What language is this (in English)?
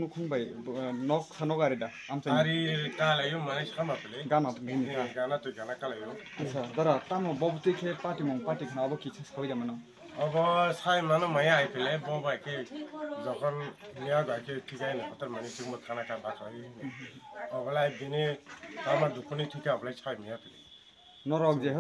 Riang (India)